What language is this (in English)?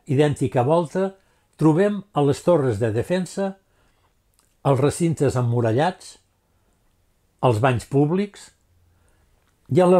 Catalan